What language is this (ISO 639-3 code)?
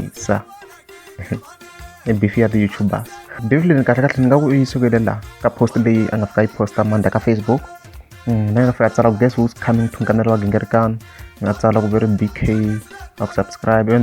tso